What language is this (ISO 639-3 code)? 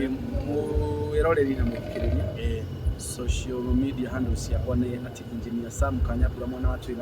kik